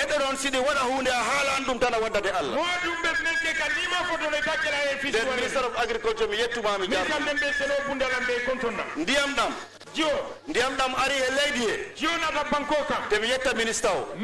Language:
Fula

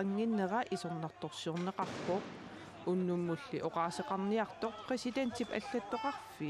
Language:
Kalaallisut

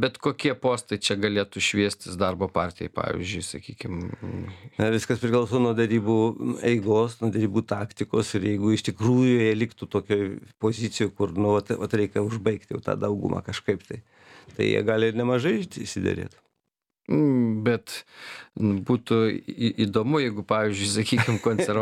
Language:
Lithuanian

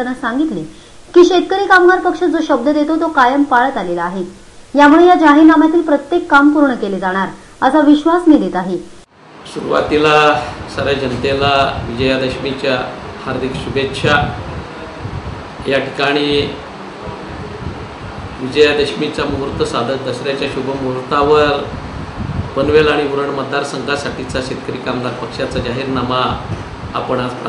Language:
Marathi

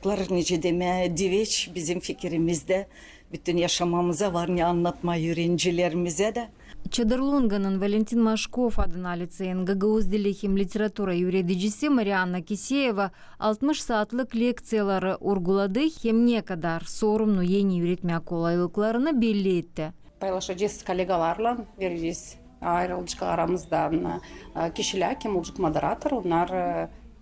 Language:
Gagauz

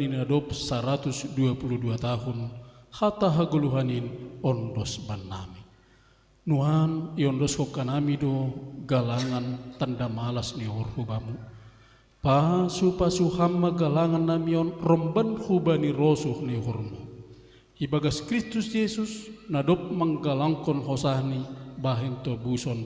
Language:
Batak Simalungun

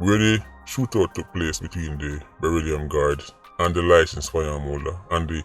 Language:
Jamaican Creole English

